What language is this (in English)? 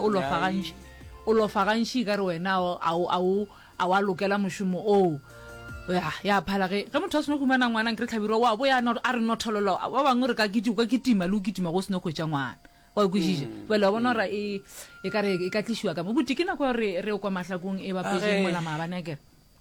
Northern Sotho